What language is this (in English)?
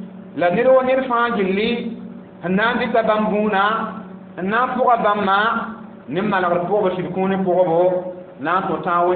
Mossi